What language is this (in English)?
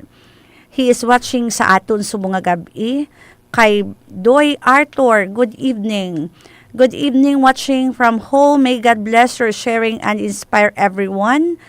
Hiligaynon